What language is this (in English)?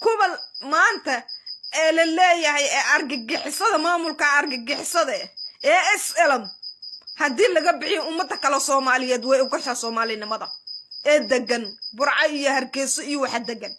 Somali